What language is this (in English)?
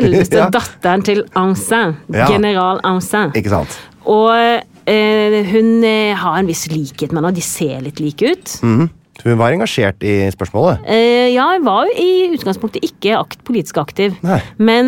Norwegian